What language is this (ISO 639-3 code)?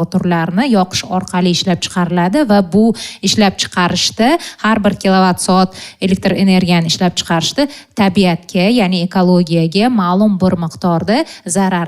uzb